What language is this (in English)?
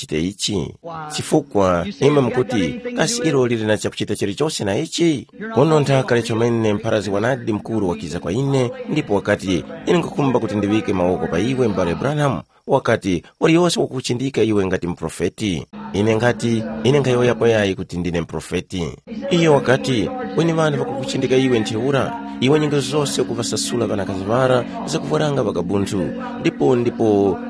Tumbuka